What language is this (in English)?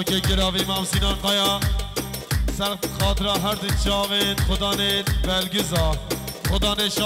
Kurdish